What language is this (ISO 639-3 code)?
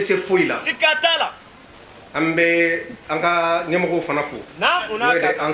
bam